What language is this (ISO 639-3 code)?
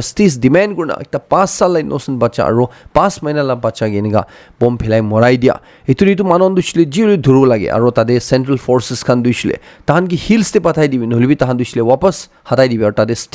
nag